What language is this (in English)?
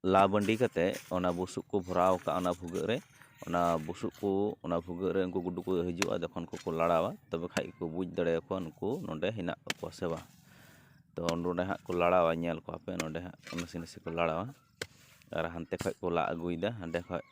Santali